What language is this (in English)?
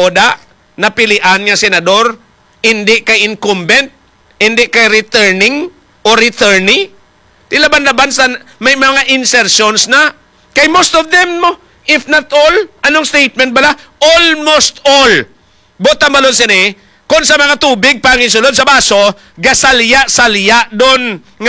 Hiligaynon